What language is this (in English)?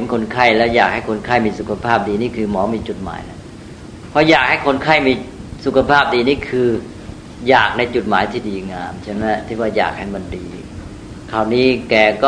Thai